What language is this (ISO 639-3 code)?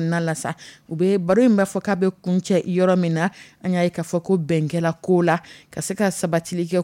dyu